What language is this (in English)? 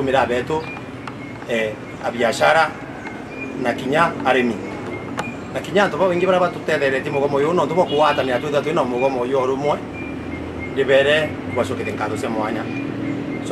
Meru